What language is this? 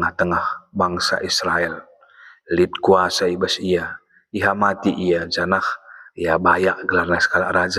Batak Karo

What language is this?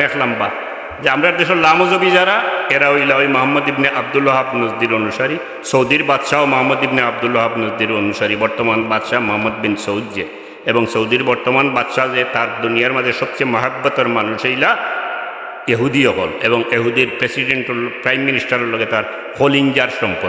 Sylheti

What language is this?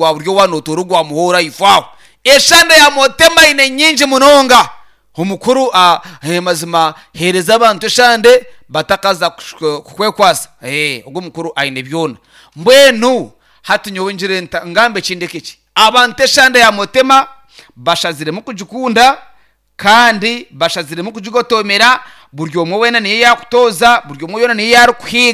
Nyankole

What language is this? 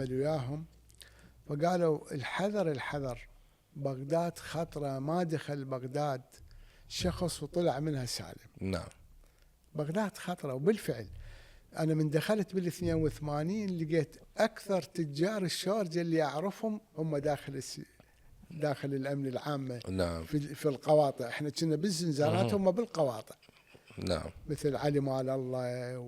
Mesopotamian Arabic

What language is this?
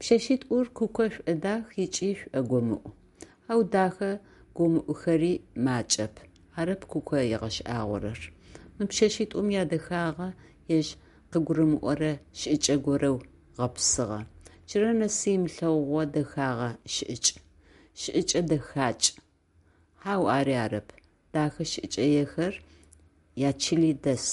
Adyghe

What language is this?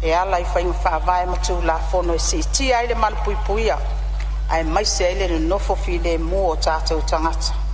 Samoan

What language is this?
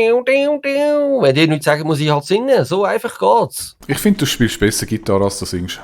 Swiss German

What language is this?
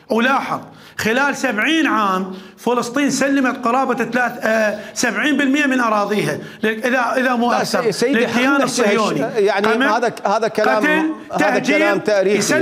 Mesopotamian Arabic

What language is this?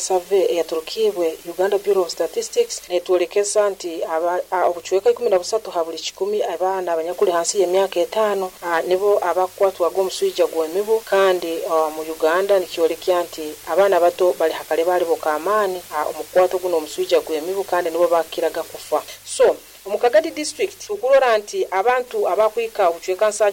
Nyoro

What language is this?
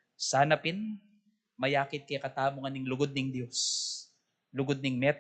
Pampanga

